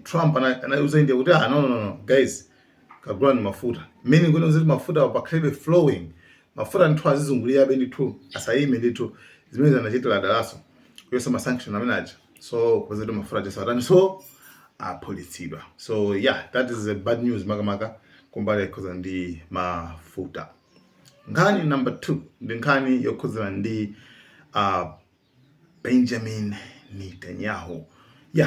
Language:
Nyanja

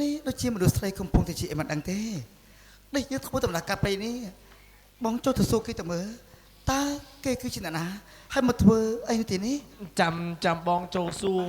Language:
Khmer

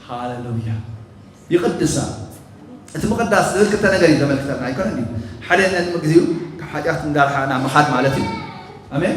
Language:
Tigrinya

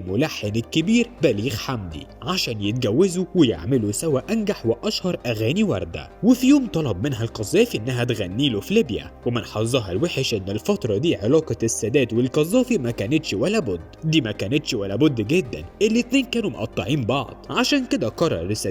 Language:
Egyptian Arabic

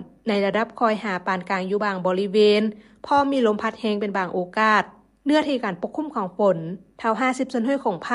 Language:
Lao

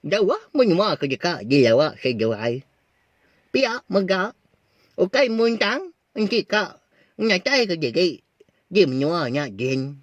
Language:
Iban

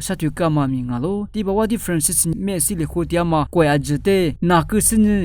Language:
Lisu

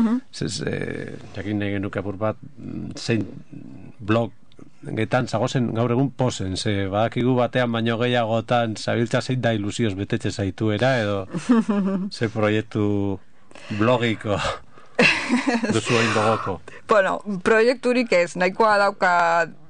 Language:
Basque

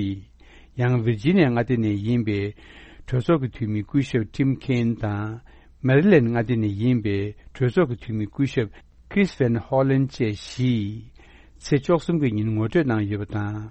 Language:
Tibetan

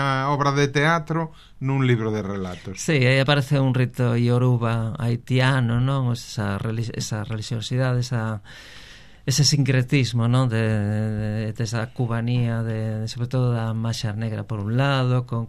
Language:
Galician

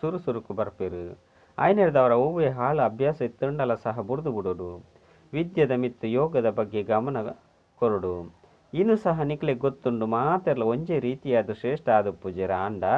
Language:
Tulu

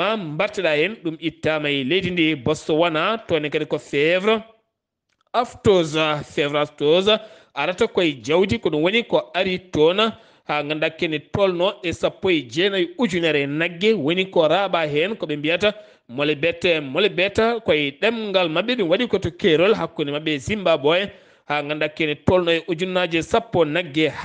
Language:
Fula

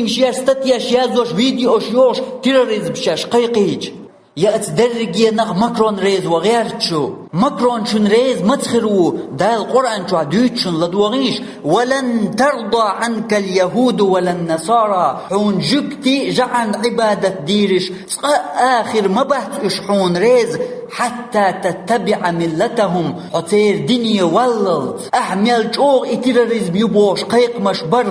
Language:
Chechen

